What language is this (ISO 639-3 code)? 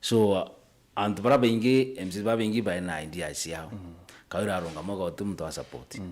mer